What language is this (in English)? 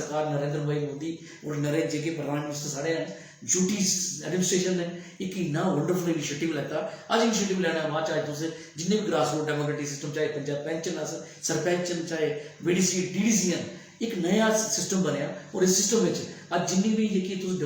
Dogri